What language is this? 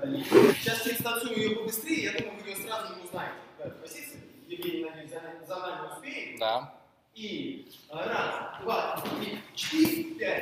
Russian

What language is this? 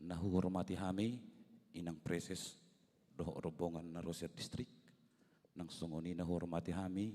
Batak Toba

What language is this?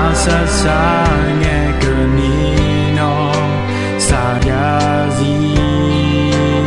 Akha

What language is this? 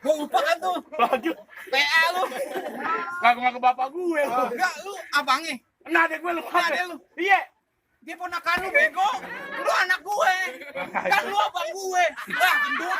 Betawi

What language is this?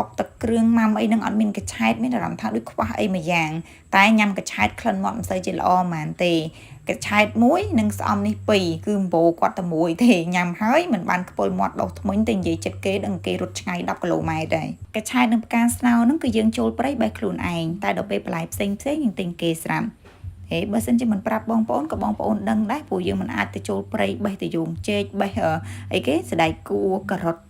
Khmer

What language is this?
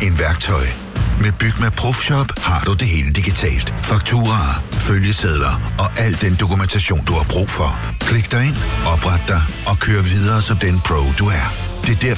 Danish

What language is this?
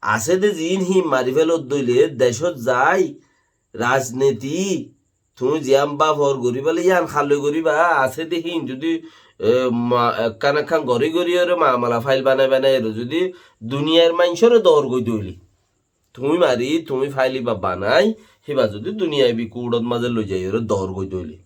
Rohingya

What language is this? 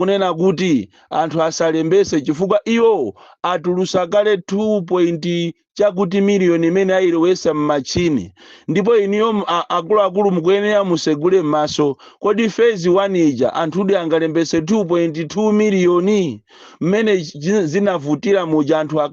Nyanja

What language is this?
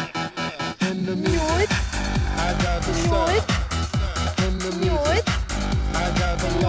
Hungarian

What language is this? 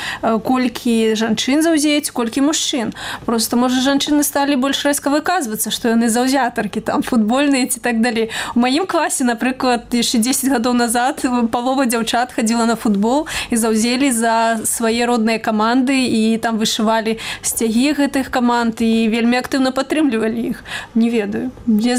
Belarusian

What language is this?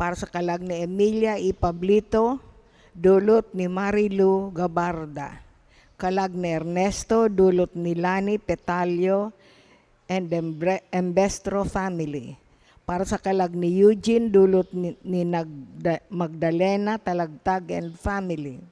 Bikol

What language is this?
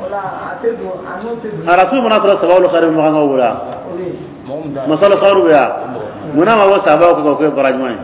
Dyula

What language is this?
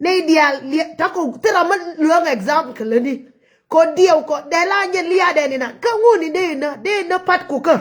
Nuer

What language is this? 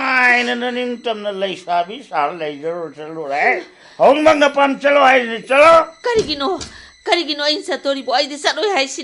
Manipuri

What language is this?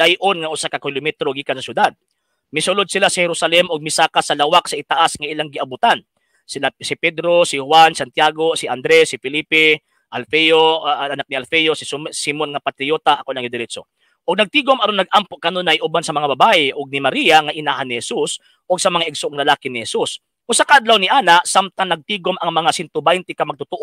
Cebuano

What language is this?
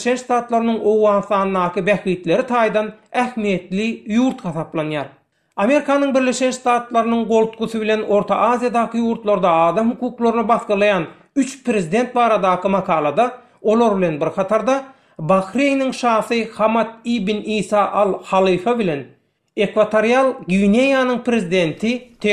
Turkmen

